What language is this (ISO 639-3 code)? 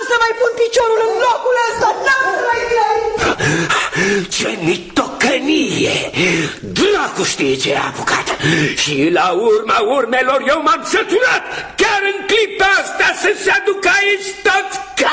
ron